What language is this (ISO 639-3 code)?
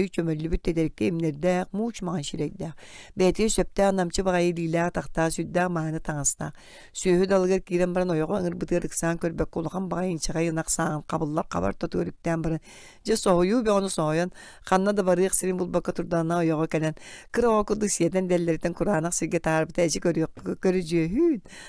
sah